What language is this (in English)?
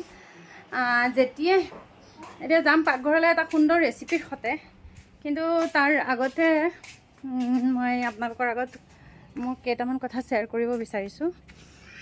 Assamese